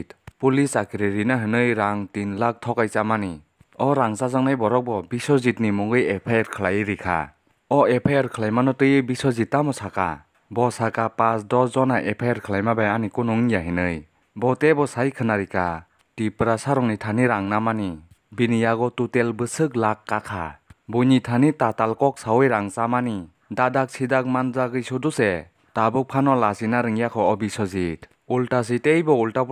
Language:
Kok Borok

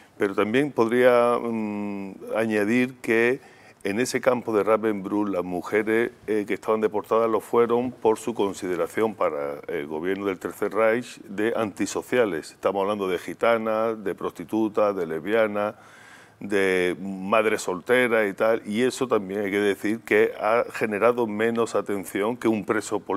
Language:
Spanish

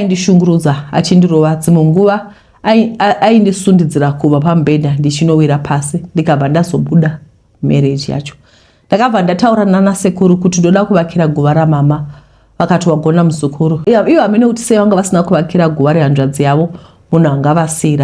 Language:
Shona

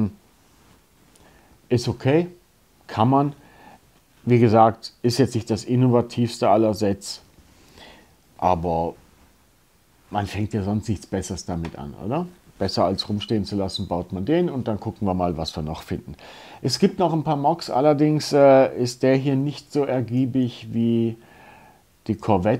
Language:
German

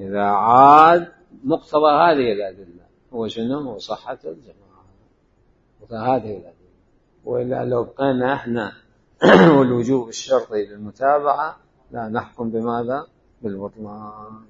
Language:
Mesopotamian Arabic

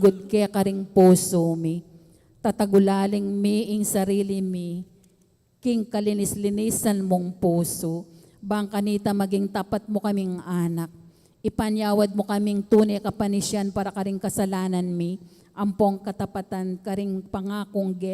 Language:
Pampanga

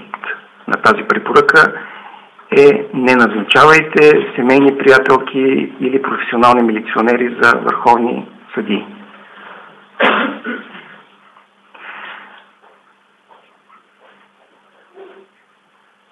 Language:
Bulgarian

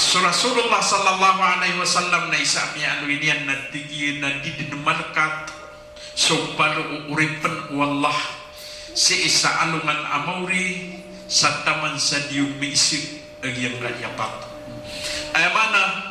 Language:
Maranao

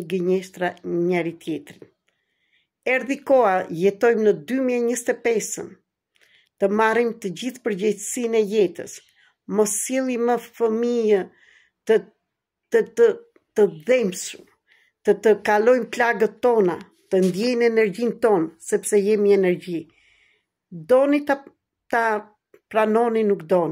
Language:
Albanian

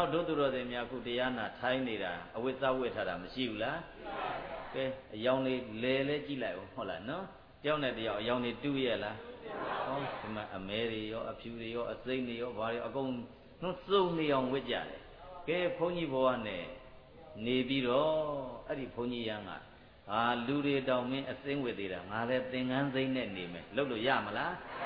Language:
Burmese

